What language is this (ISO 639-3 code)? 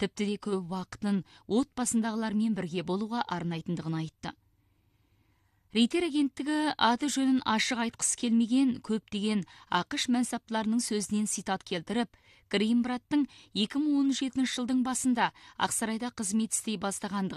kaz